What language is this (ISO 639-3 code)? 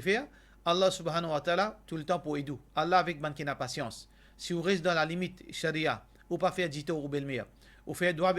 mfe